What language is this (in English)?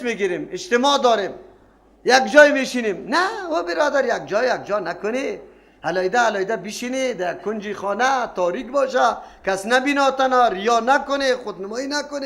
Persian